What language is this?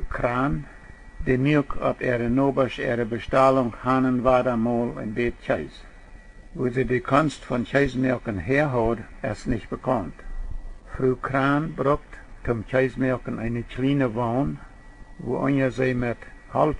Plautdietsch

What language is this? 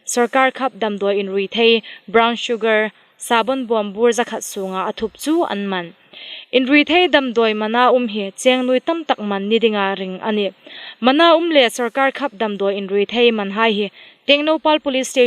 Hmar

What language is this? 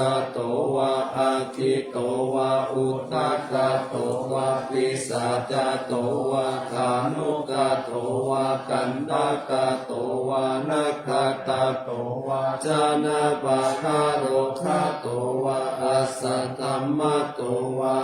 Pali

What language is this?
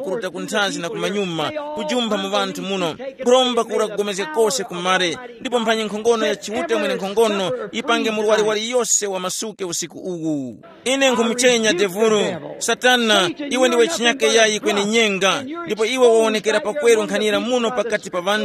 Tumbuka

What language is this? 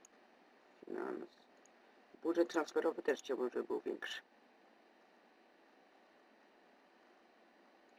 Polish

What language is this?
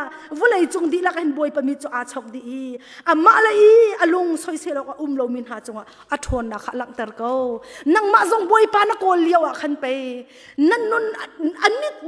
Hakha Chin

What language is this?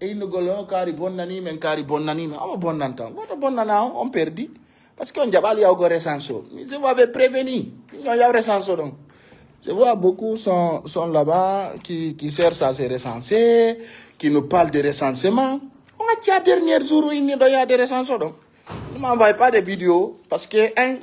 Fula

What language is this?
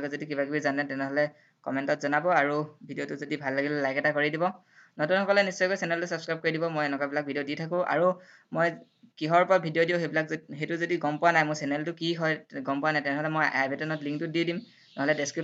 Assamese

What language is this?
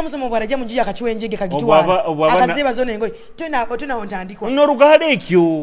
Nyoro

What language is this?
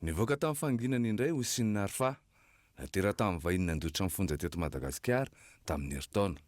Malagasy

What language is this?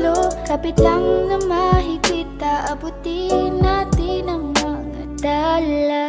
Filipino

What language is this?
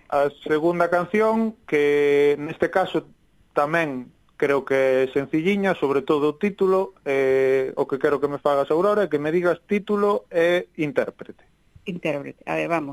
Galician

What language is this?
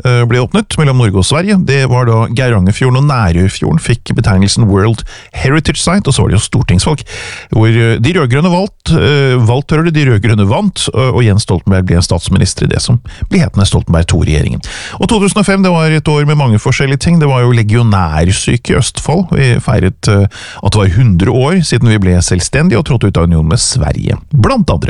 Norwegian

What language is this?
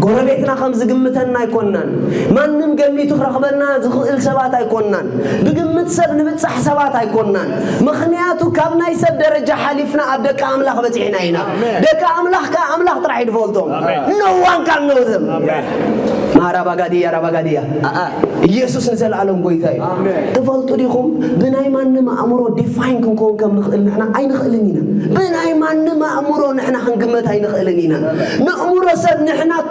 Tigrinya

